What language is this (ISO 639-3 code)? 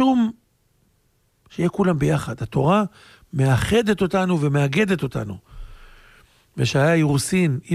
heb